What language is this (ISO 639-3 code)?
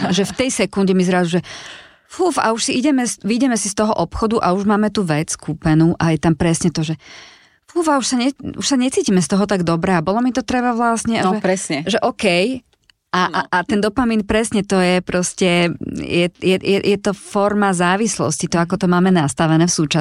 slk